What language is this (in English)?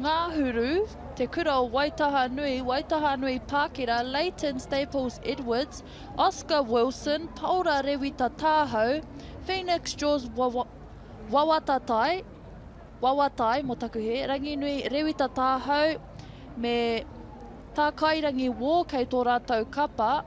Māori